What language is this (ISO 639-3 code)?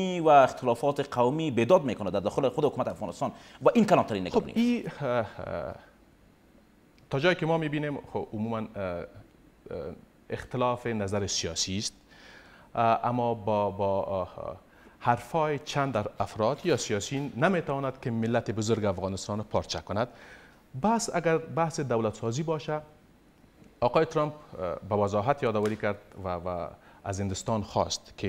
fas